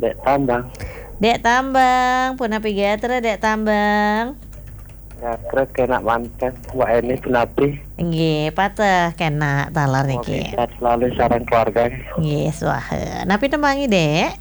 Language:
Balinese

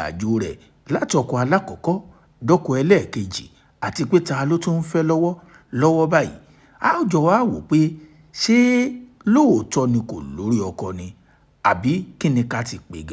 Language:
Yoruba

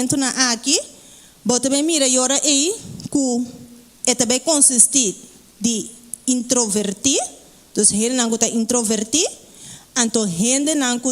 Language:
Papiamento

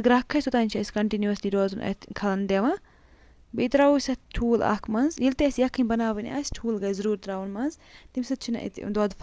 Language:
Kashmiri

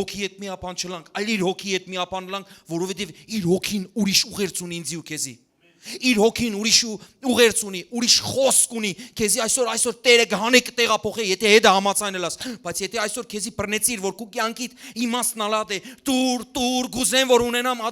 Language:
Western Armenian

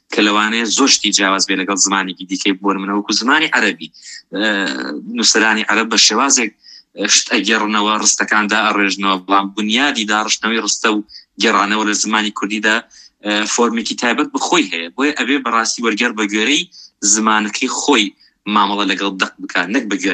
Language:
Central Kurdish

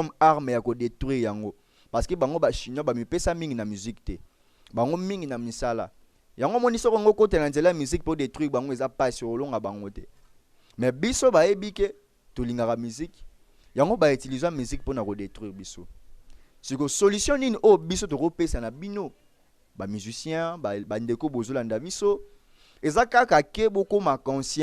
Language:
Lingala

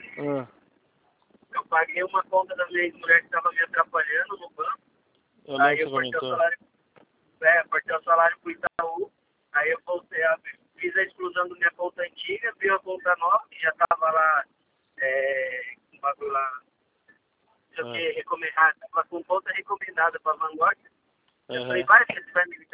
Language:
Portuguese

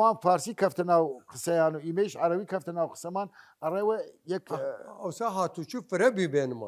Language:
Southern Kurdish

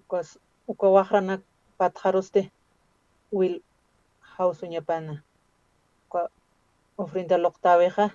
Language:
Aymara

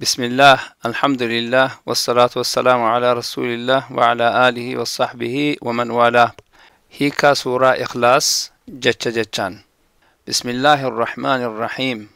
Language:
Oromo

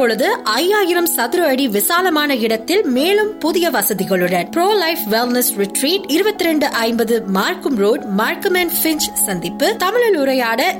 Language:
Tamil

